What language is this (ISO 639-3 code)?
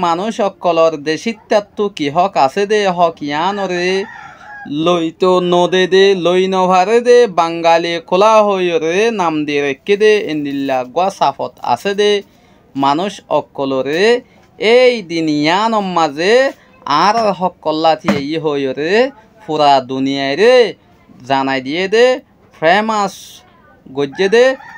rhg